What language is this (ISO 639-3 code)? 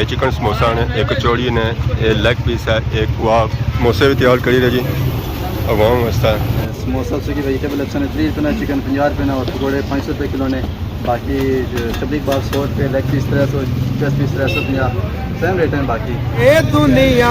phr